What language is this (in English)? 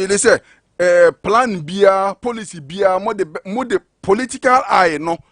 Akan